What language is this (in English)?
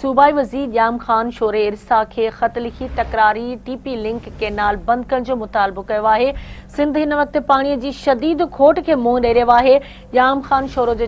Sindhi